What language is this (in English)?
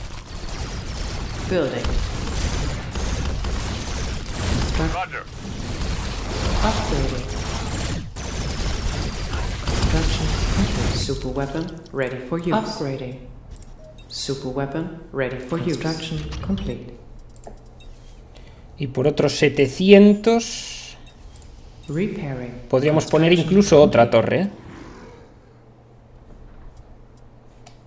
Spanish